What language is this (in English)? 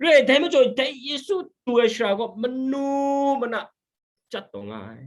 Kachin